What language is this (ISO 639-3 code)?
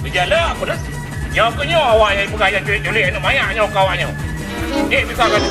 ace